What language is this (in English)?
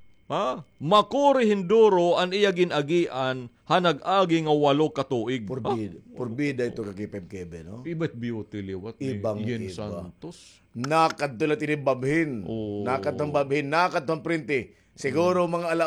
Waray